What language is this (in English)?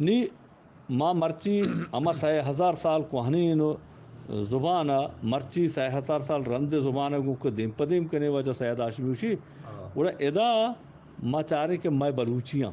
Eastern Balochi